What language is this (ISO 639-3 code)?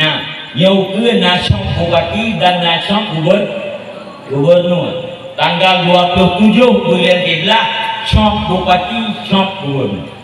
ace